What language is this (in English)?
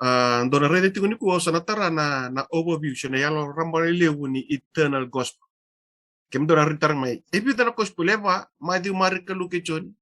Fijian